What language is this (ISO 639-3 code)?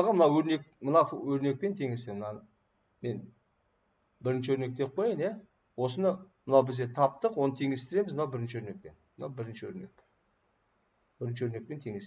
kaz